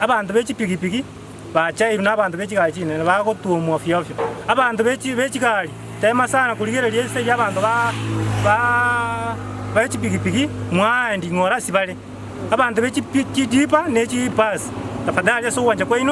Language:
Gusii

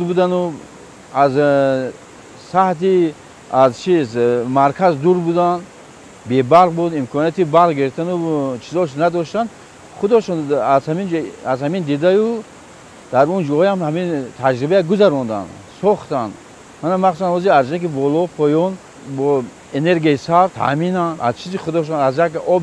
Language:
Tajik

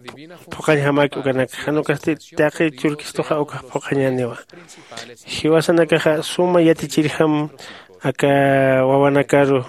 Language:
Aymara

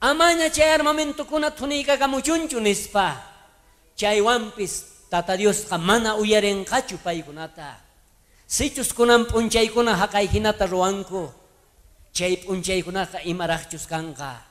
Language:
South Bolivian Quechua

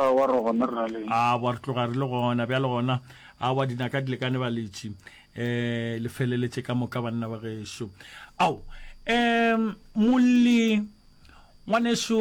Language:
Northern Sotho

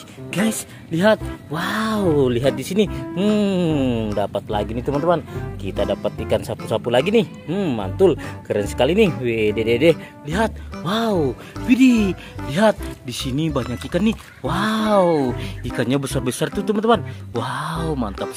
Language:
Indonesian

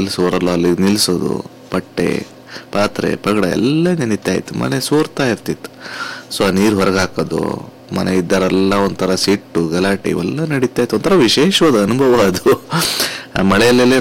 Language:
Kannada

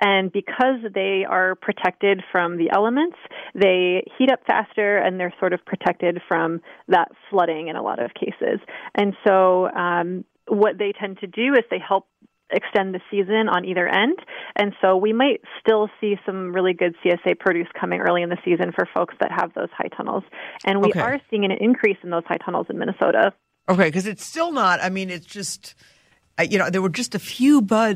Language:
English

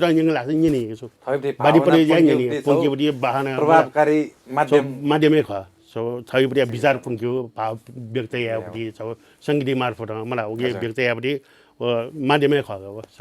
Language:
Newari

